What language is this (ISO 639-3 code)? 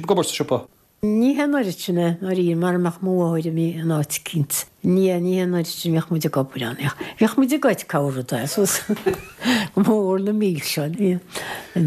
gle